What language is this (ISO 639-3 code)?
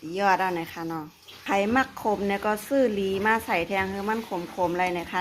shn